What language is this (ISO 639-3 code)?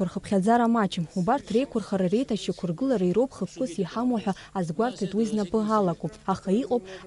abk